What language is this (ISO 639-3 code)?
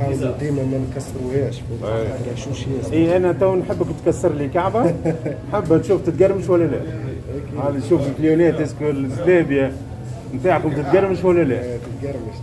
aeb